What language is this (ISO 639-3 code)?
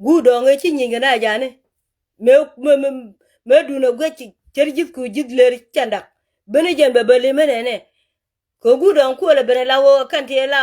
nus